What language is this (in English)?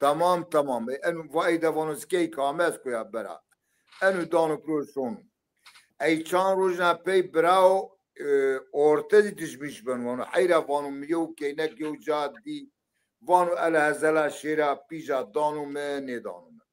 Zaza